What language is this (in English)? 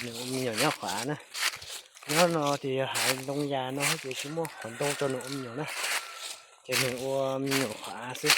Hmong